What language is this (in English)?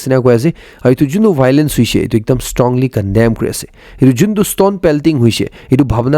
Naga Pidgin